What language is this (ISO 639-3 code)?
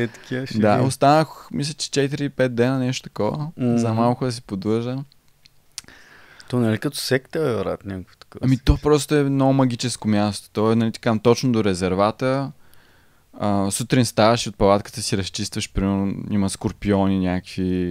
bul